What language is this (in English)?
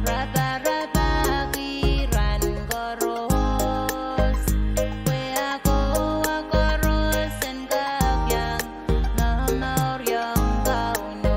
Pohnpeian